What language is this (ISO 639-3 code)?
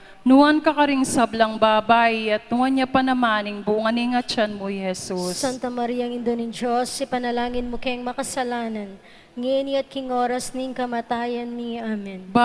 pam